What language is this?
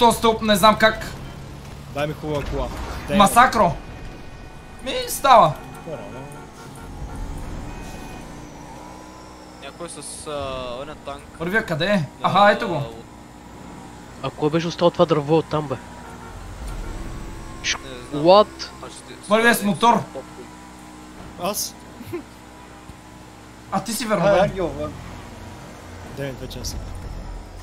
Bulgarian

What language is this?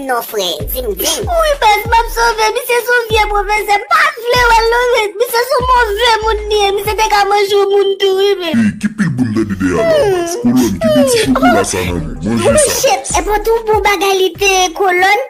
Haitian Creole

